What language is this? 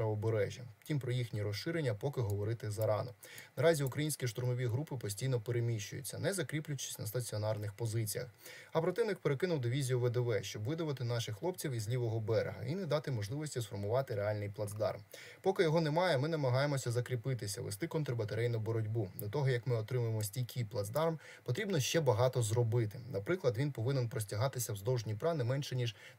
Ukrainian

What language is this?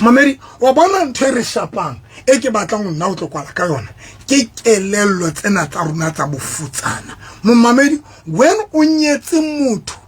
Southern Sotho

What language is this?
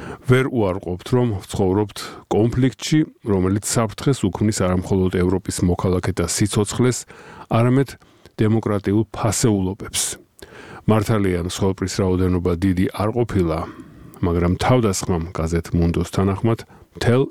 Georgian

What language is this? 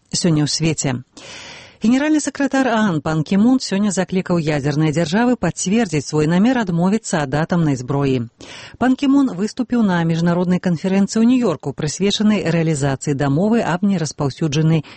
Belarusian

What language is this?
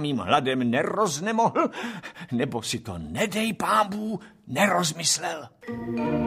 Czech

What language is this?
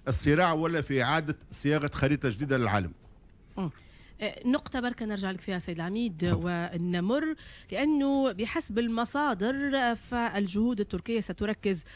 Tunisian Arabic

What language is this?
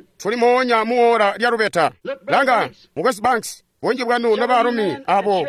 Tonga (Zambia)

